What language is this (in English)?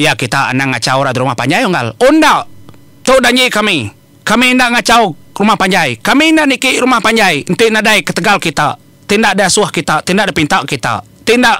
Iban